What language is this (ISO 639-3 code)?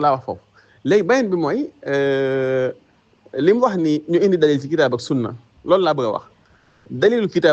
wol